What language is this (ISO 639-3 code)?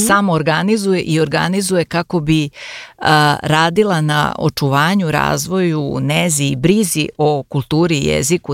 srp